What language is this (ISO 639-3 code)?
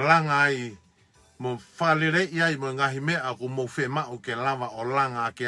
ton